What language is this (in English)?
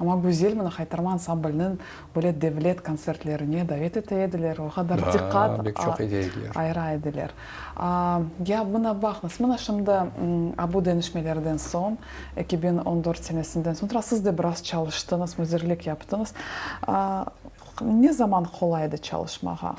Crimean Tatar